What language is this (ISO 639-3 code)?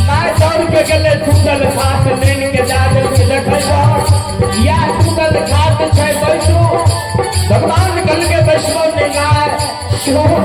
mai